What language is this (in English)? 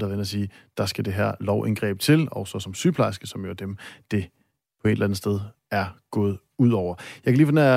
Danish